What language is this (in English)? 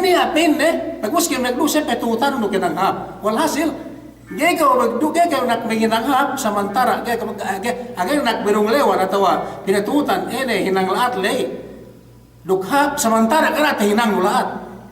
Yakan